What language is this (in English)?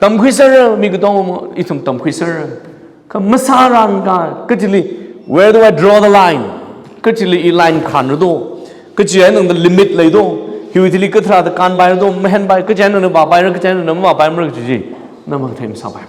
Tangkhul Naga (India)